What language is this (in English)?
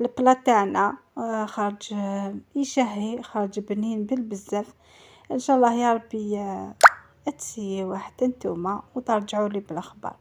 Algerian Arabic